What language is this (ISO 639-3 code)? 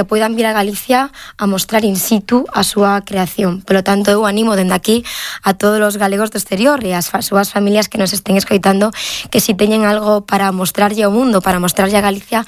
glg